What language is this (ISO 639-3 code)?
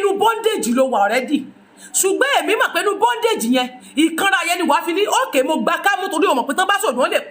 yor